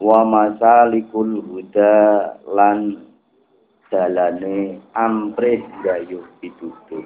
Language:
Javanese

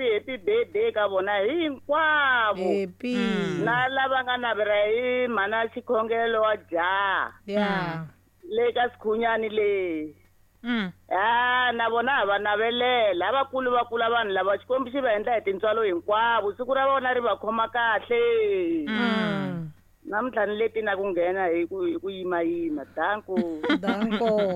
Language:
Tsonga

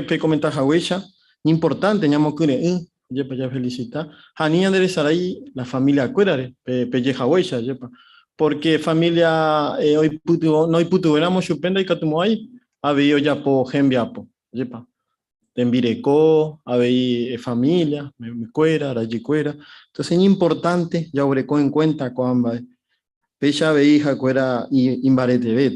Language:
Guarani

